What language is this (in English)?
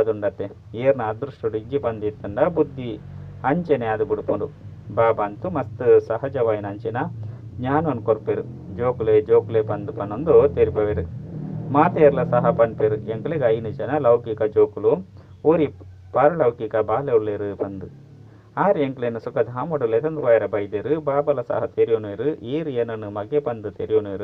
Tulu